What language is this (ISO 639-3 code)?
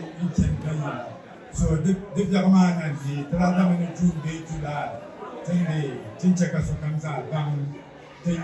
dag